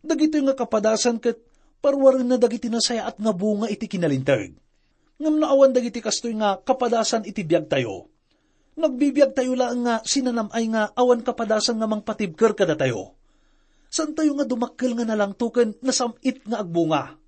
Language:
Iloko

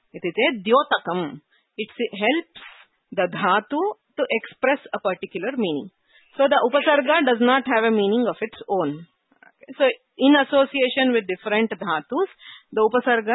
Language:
Sanskrit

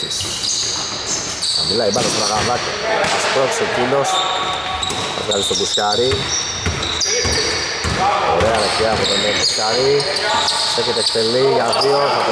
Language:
Greek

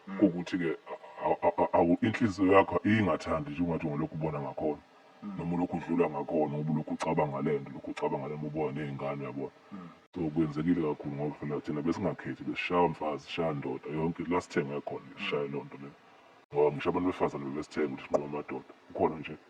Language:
Zulu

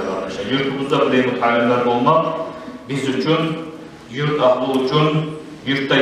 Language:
Kumyk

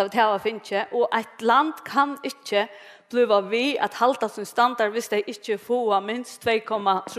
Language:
Faroese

